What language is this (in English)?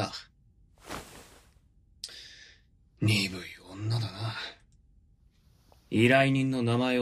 Japanese